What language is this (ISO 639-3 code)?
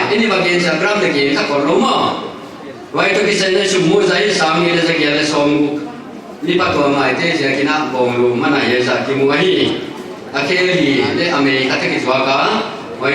pck